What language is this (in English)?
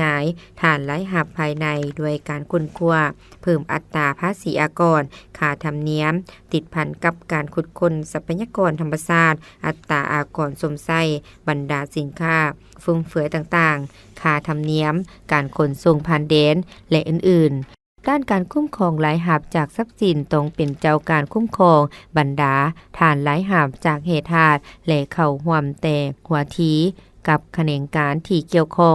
Lao